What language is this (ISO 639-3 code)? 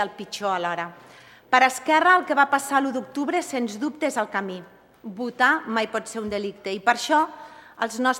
cat